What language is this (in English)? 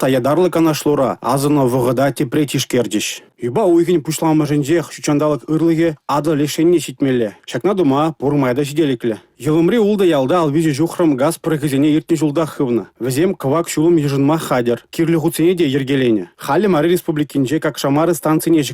Chuvash